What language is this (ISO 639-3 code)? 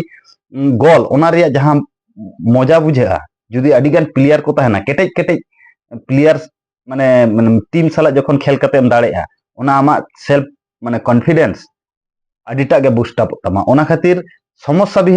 sat